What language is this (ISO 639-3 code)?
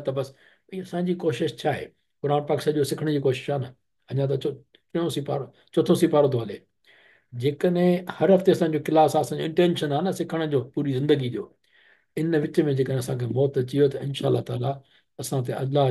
snd